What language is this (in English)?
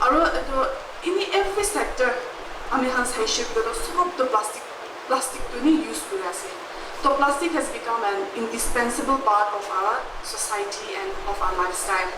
Naga Pidgin